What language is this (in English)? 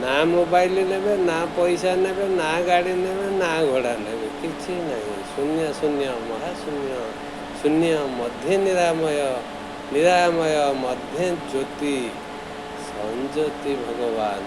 Odia